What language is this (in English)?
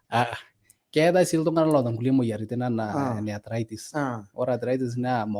Masai